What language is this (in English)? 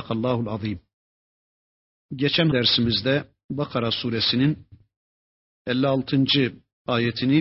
Turkish